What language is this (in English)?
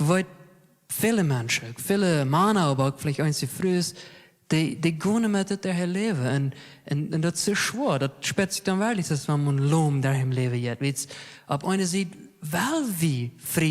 Plautdietsch